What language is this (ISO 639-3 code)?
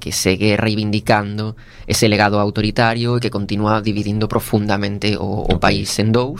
glg